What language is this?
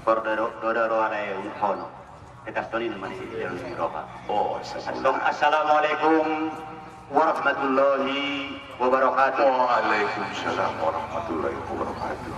Batak Angkola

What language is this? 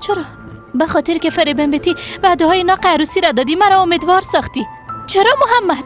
Persian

